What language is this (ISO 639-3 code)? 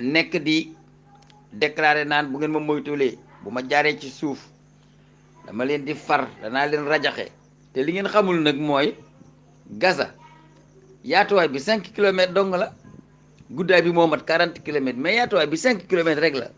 wol